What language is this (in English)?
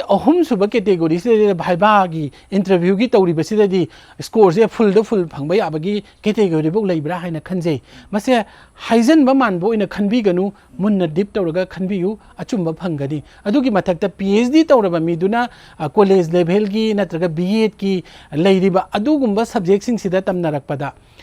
Manipuri